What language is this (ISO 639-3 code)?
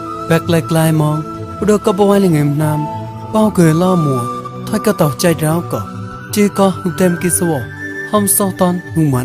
mnw